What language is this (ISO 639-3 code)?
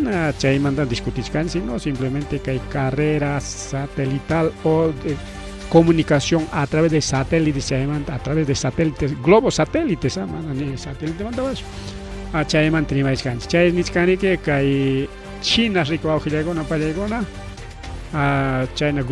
quy